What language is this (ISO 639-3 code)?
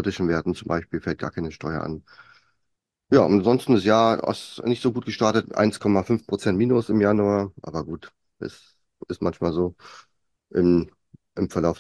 deu